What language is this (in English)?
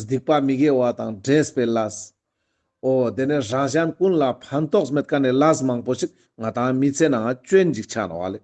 Ladakhi